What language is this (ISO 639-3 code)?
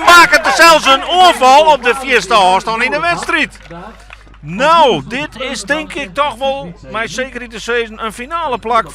fry